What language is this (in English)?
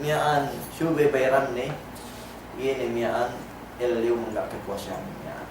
Yakan